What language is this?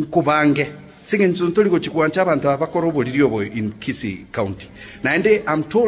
Gusii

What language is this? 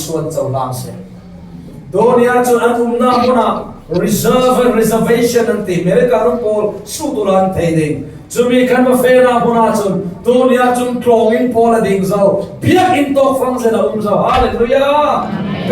Falam Chin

